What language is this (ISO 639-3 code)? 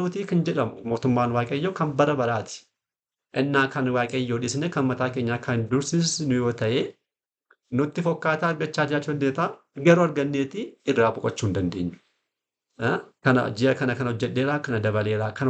orm